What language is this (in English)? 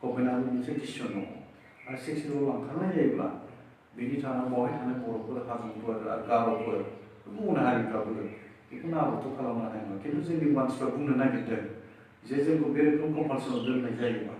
Bodo